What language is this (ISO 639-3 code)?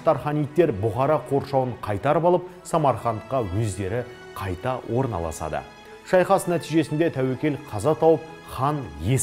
kaz